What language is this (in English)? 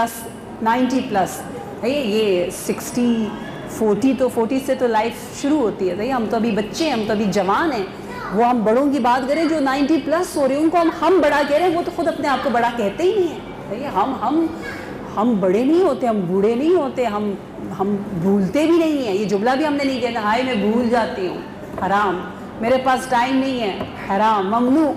Urdu